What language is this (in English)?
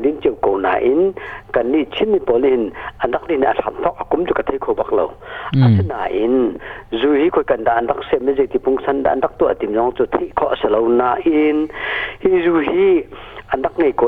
Hakha Chin